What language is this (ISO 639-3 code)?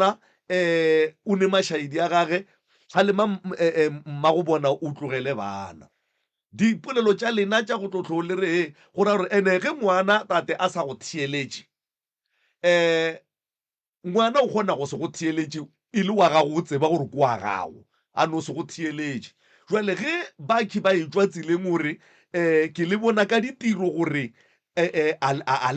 nso